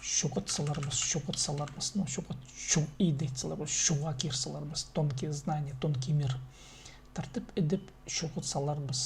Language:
Khakas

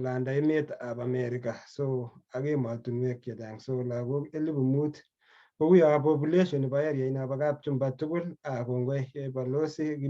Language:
Kalenjin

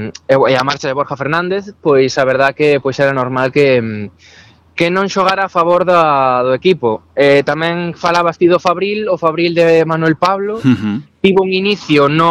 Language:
Galician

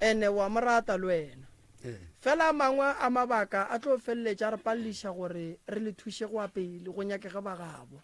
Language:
Northern Sotho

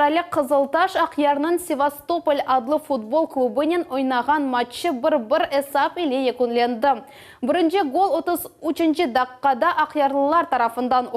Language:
Crimean Tatar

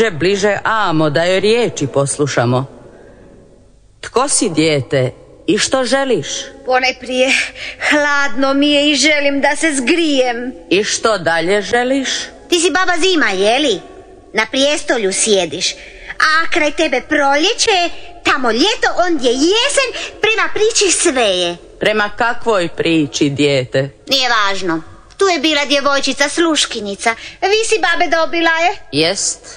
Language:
Croatian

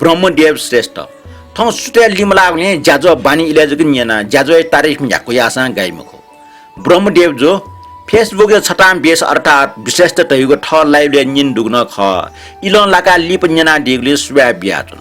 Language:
Newari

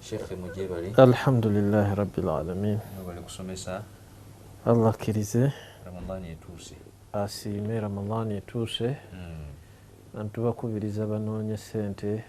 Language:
Ganda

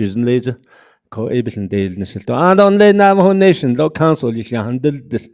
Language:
Navajo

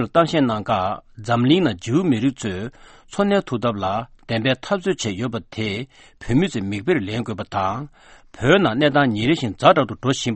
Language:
Tibetan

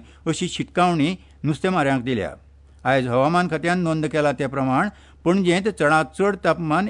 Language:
Konkani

